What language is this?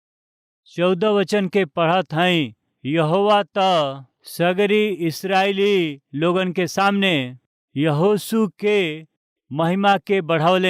Bhojpuri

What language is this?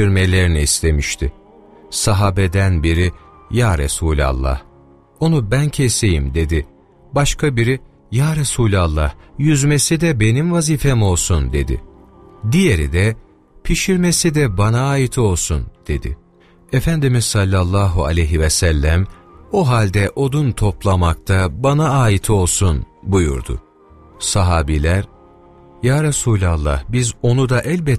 Turkish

